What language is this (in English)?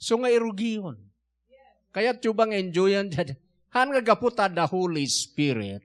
Iloko